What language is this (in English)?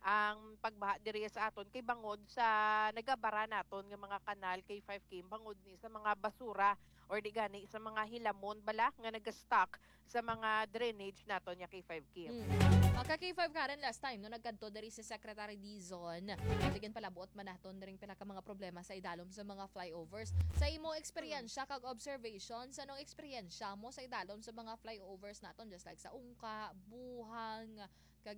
Hiligaynon